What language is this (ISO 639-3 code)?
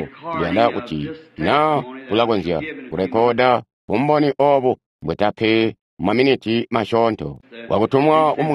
toi